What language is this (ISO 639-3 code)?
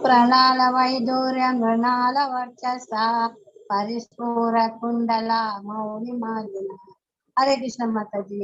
tcy